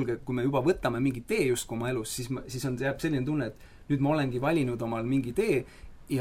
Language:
Estonian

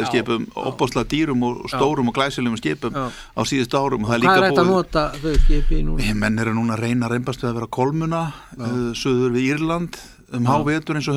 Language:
Icelandic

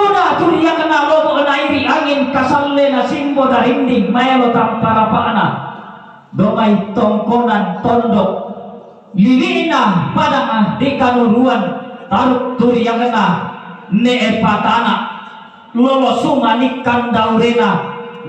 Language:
Toraja-Sa'dan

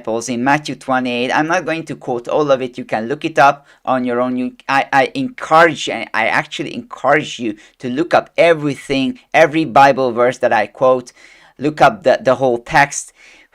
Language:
English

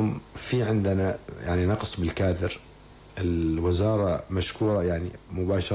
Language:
North Levantine Arabic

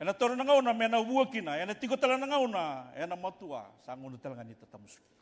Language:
Fijian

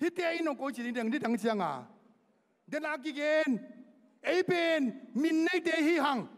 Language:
Tedim Chin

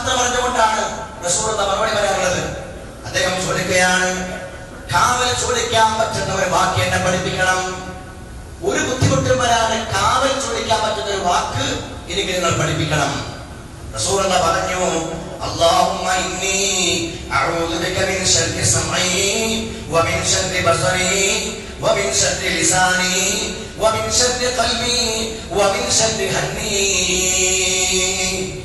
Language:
Malayalam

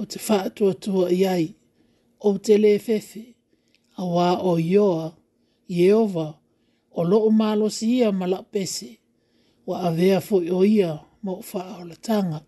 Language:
Samoan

